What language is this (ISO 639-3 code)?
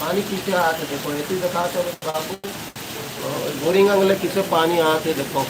hne